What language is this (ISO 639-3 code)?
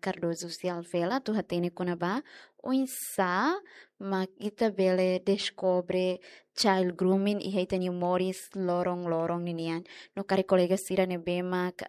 tet